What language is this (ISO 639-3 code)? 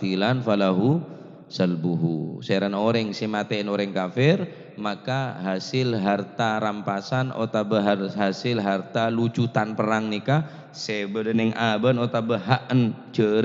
mad